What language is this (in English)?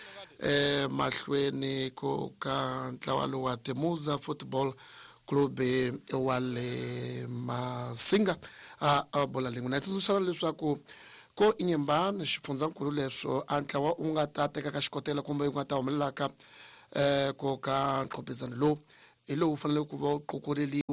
Tsonga